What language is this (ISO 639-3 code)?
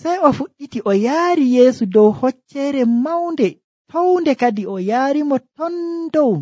fuv